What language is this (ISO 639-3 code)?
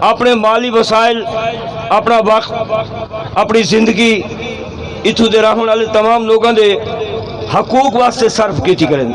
skr